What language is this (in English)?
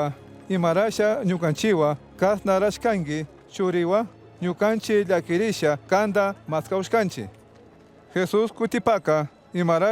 Chimborazo Highland Quichua